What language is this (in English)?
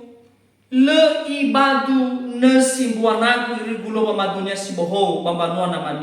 Nias